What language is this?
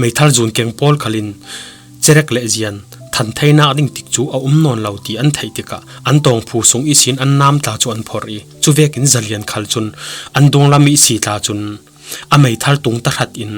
Falam Chin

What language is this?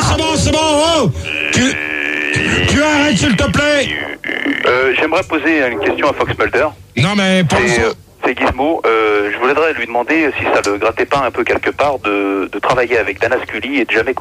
French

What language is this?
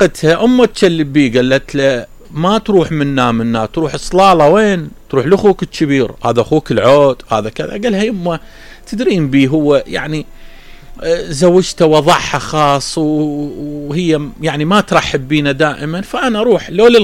Mesopotamian Arabic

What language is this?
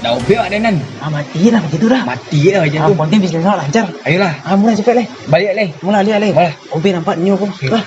Minangkabau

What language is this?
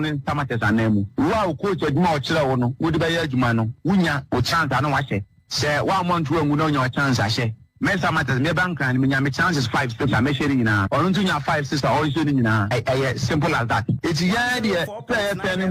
Akan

